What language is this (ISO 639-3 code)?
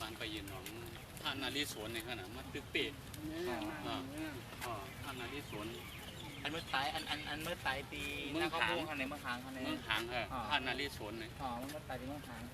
shn